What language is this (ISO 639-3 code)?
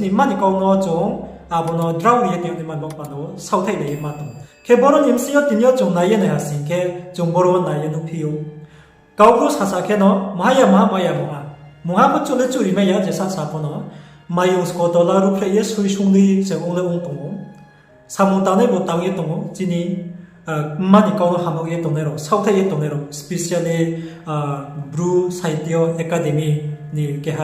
ria